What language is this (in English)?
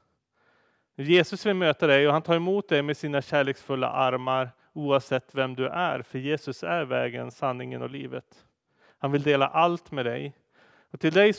Swedish